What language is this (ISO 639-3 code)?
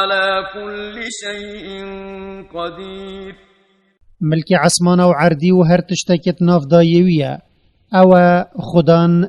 kur